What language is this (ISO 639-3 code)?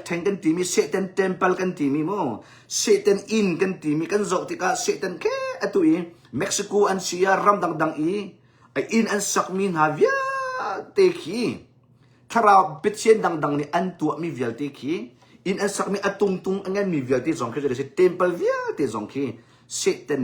cnh